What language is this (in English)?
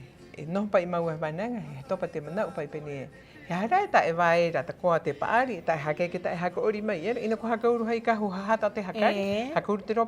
Rapanui